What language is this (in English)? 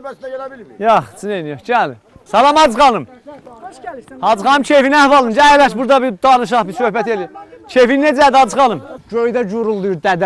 South Azerbaijani